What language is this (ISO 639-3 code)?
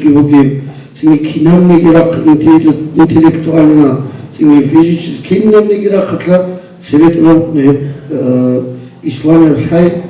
ava